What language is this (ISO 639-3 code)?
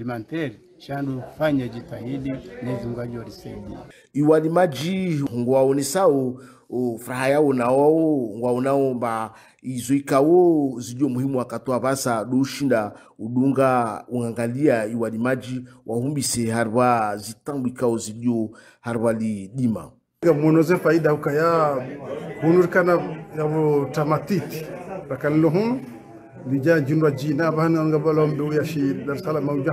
swa